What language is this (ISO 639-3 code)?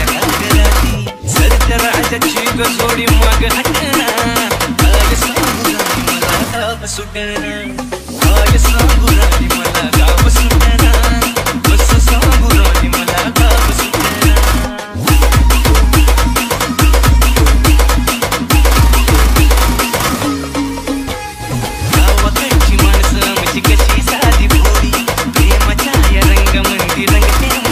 mar